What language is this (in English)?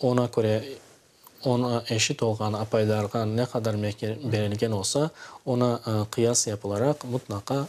Crimean Tatar